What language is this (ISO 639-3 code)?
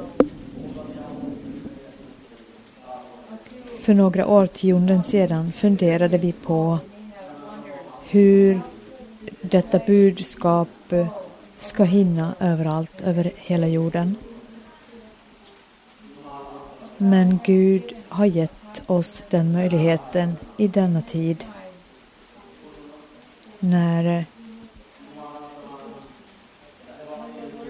swe